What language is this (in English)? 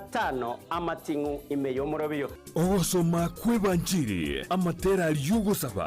Gusii